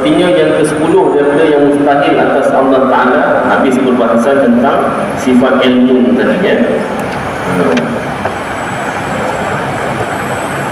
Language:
Malay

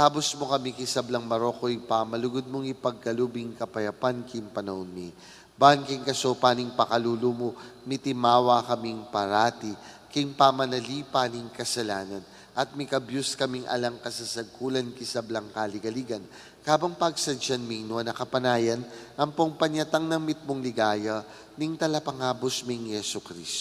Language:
Pampanga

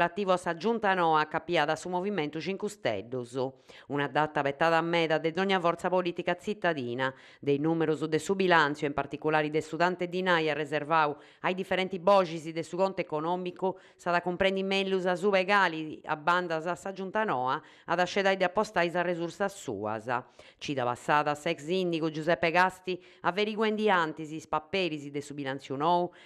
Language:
Sardinian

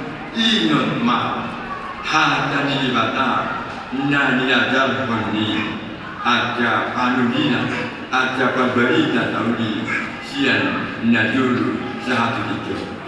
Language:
Batak Toba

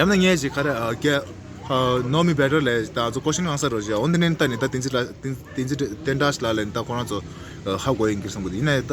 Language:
Tibetan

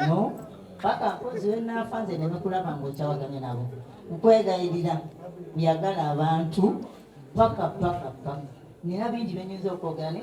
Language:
Ganda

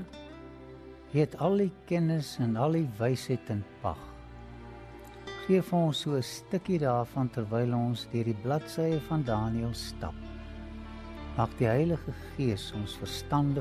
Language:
Afrikaans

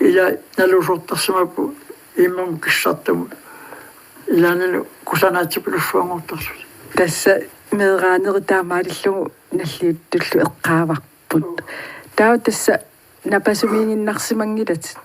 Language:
Kalaallisut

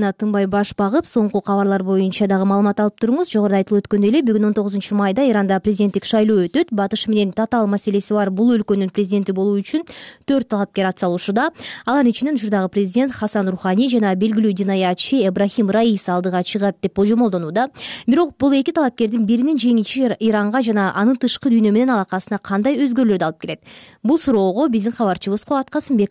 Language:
Kyrgyz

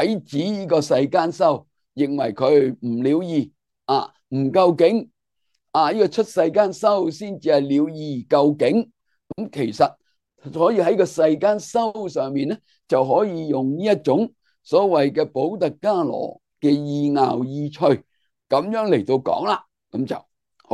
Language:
Cantonese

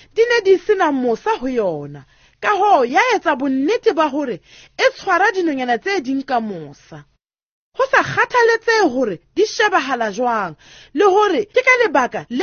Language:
Southern Sotho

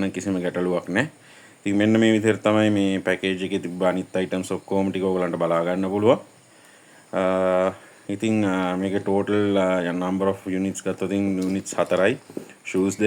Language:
Sinhala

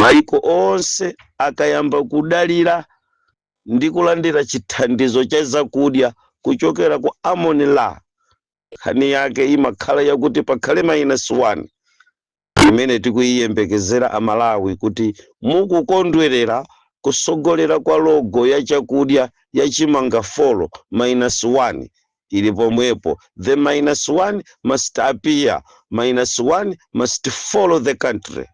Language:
Nyanja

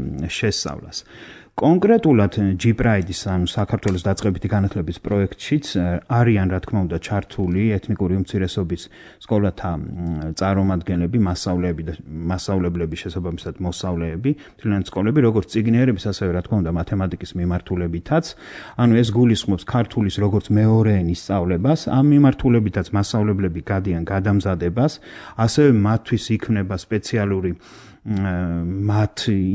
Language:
Georgian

